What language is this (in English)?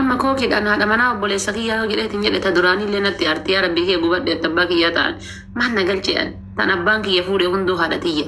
Oromo